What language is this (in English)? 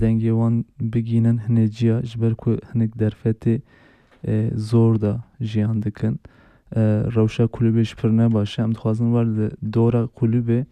Kurdish